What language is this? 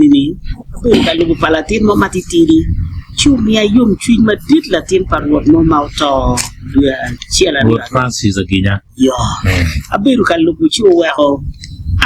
Acoli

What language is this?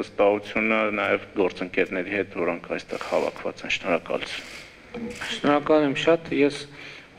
Armenian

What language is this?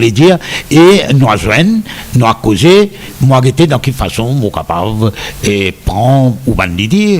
Morisyen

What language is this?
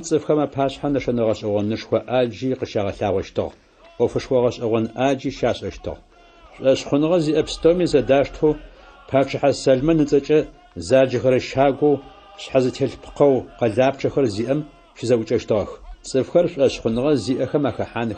Adyghe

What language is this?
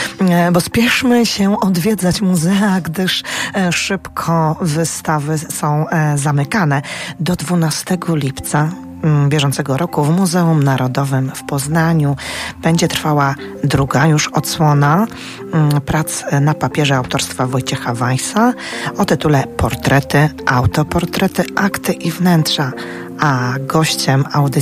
Polish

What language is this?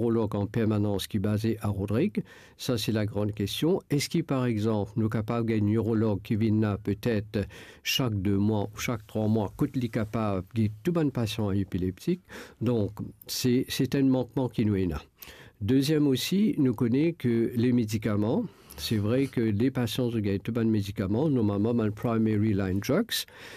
Morisyen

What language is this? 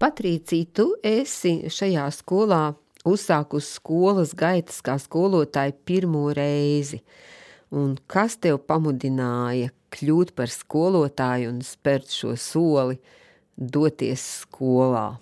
Latvian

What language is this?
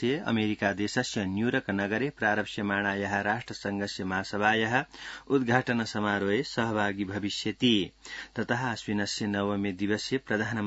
Sanskrit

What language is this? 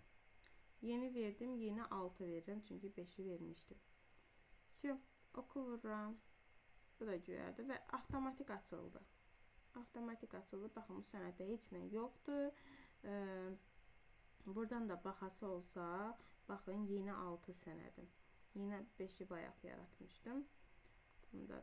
Azerbaijani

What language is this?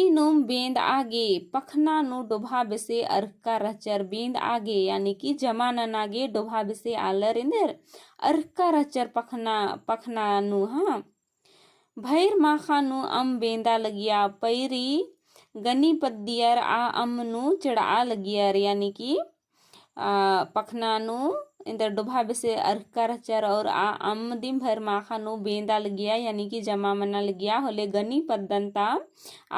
Kurukh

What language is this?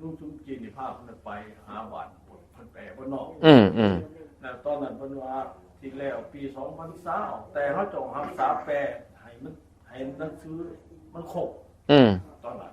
Northeastern Thai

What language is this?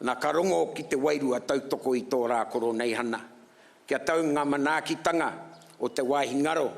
Māori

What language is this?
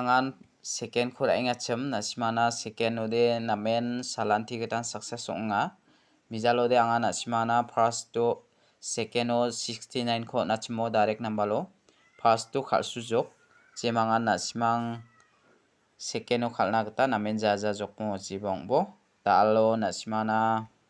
Garo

